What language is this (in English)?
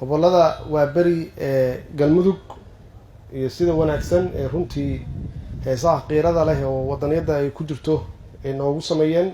Somali